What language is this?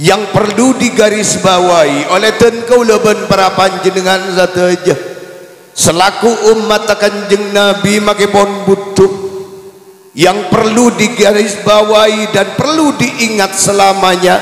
Madurese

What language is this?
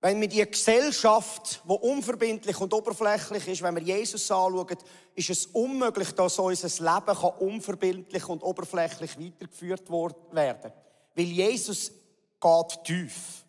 Swiss German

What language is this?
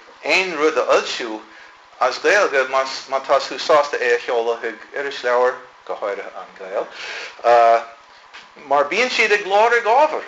Irish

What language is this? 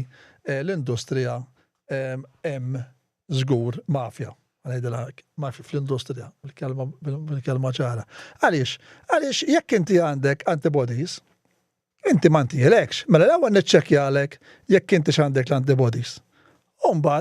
Maltese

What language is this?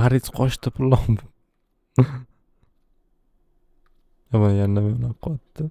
Uzbek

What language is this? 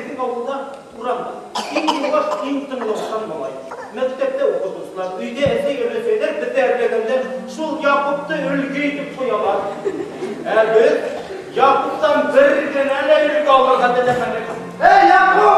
Bashkir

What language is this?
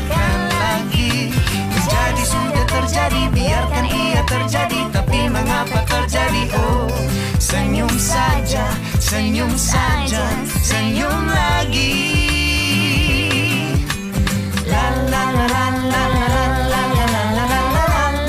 Malay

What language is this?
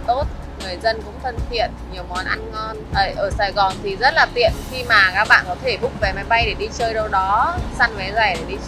Vietnamese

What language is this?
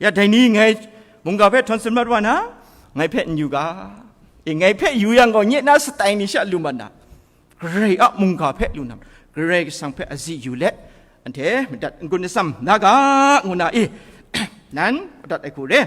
Kachin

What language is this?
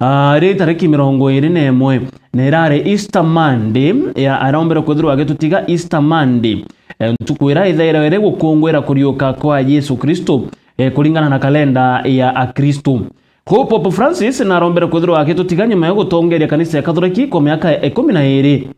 Meru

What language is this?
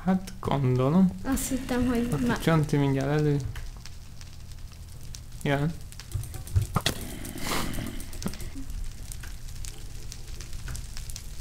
Hungarian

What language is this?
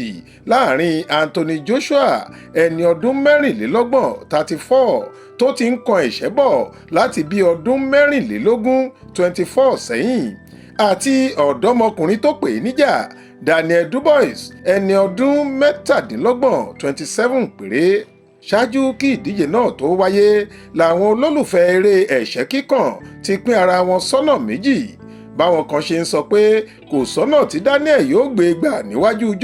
Yoruba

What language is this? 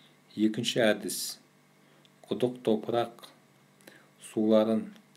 Kazakh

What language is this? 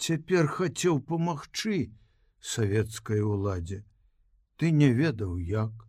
Belarusian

